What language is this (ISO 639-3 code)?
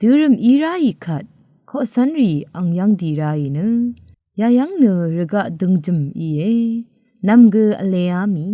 raw